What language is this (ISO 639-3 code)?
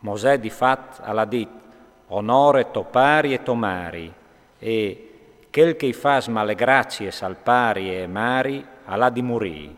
fur